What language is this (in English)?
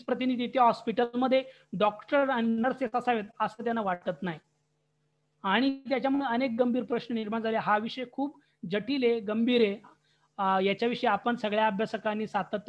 Marathi